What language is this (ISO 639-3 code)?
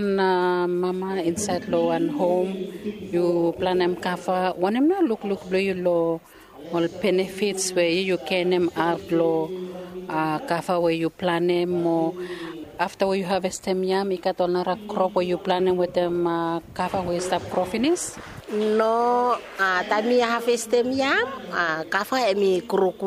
bis